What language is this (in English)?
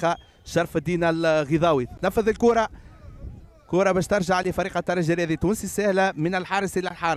Tunisian Arabic